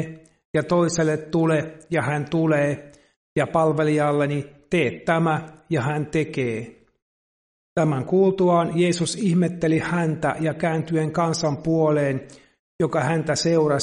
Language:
Finnish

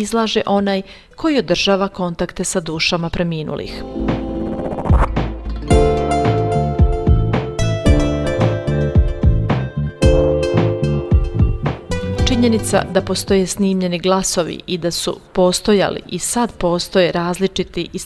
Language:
Bosnian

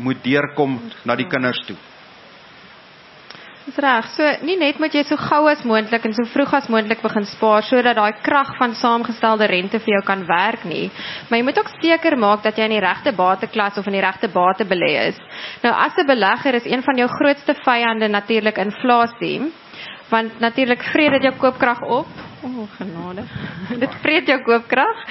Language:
Afrikaans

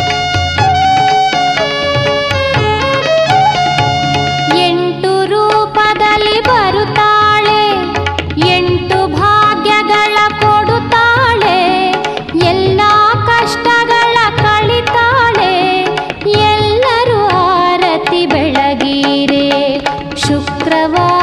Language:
Kannada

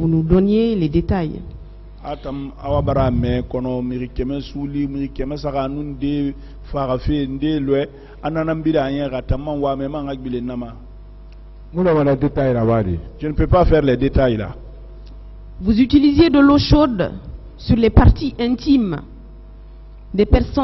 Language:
French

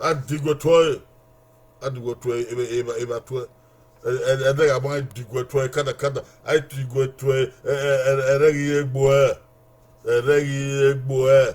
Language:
Bini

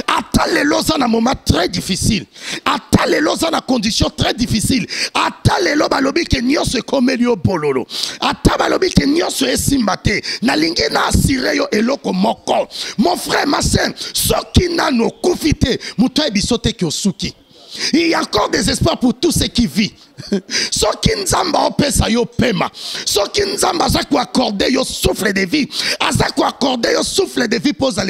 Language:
Lingala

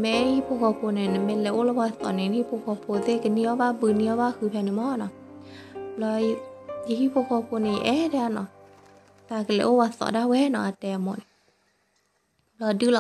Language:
S'gaw Karen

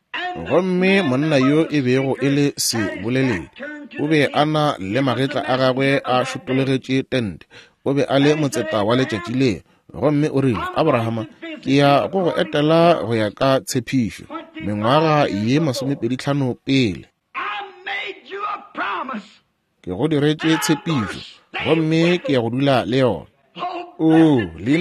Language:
Northern Sotho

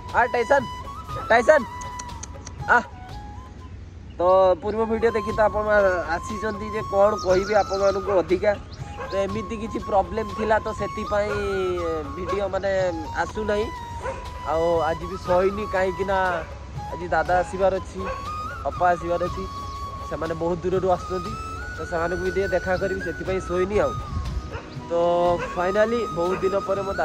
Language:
Odia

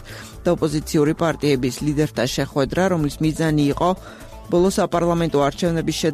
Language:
Georgian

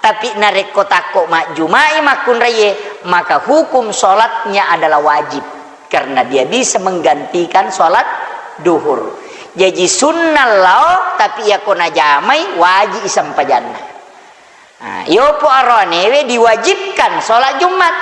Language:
Buginese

